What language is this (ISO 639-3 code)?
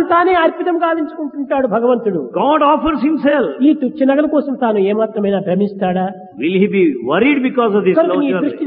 tel